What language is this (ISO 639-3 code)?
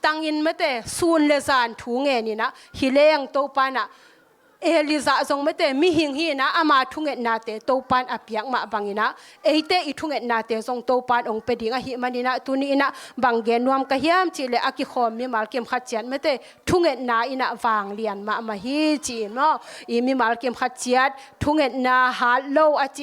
ctd